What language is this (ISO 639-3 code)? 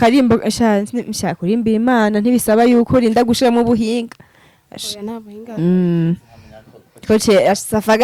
run